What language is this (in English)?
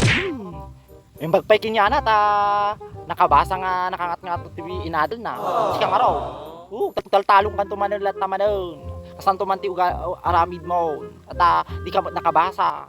Iloko